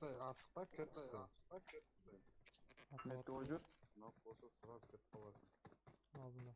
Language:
Kara-Kalpak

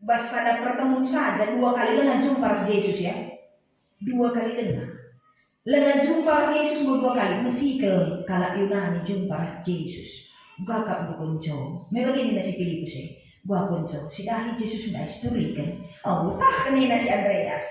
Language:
Batak Karo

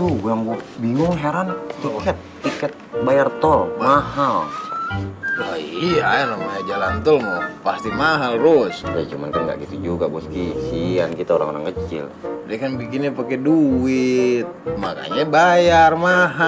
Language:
Betawi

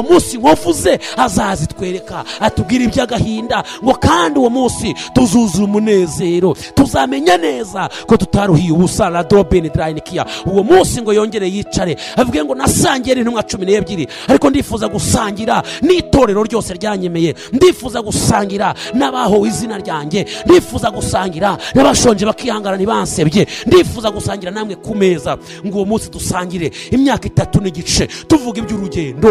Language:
Kinyarwanda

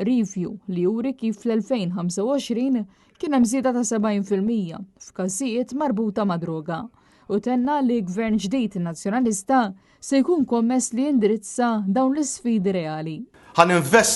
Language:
Maltese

